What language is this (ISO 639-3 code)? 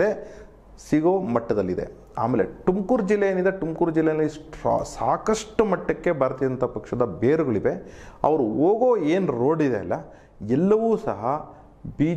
kan